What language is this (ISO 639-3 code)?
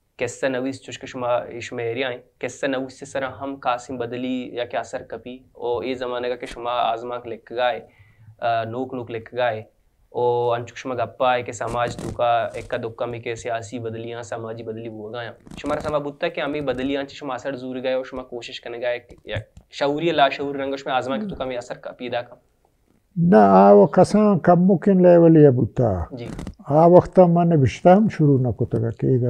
bal